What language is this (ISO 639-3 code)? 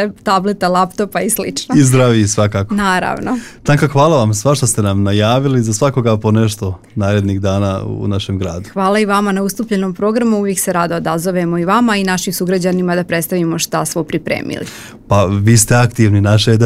srp